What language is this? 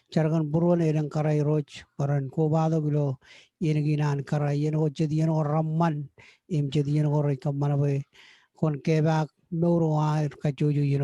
Marshallese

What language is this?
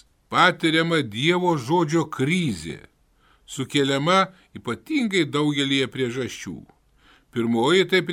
Lithuanian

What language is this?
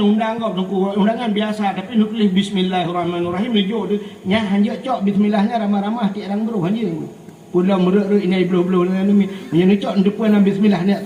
Achinese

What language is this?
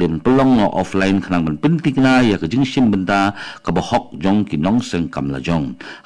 Khasi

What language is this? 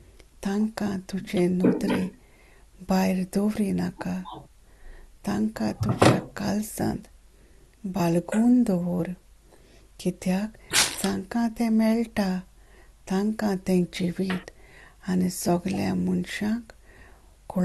Konkani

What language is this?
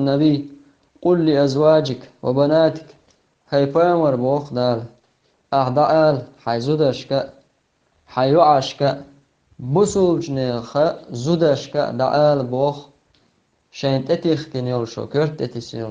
Chechen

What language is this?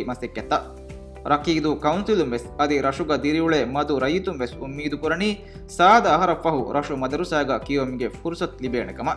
Divehi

